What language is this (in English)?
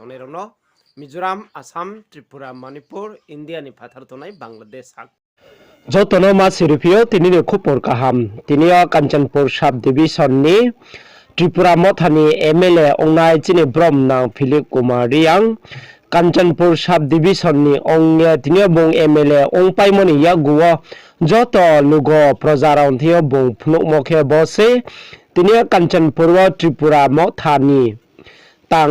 Riang (India)